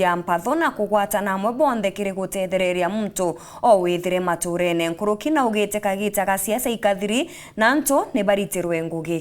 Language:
Meru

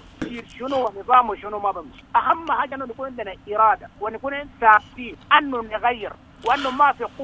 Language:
Sudanese Arabic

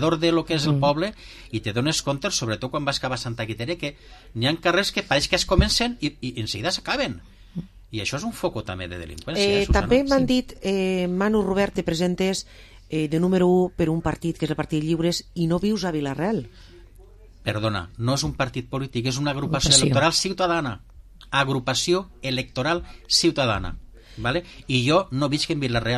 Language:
Catalan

